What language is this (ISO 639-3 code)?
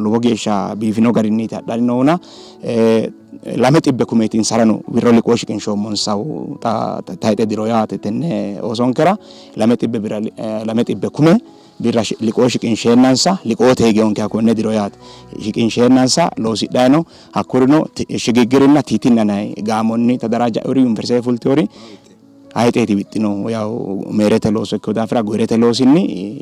sid